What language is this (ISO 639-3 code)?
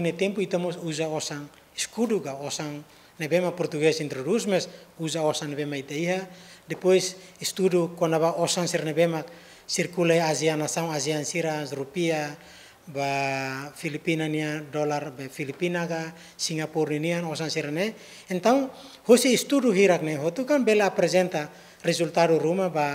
tet